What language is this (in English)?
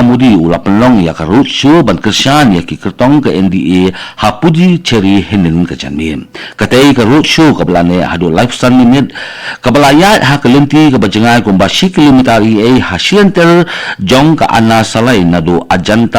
Khasi